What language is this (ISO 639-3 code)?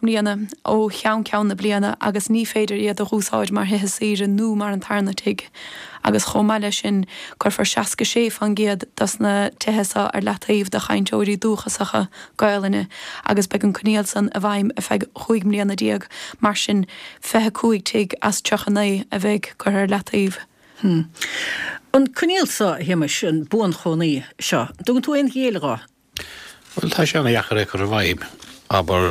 gle